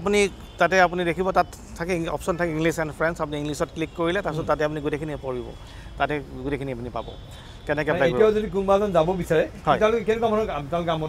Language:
Assamese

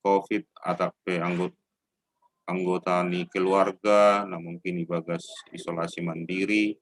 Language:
Batak Simalungun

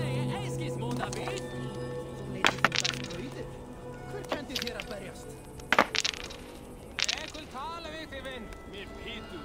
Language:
Icelandic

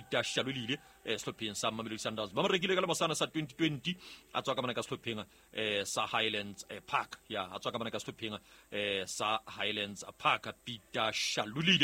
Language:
Southern Sotho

